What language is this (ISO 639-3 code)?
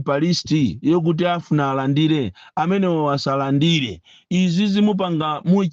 nya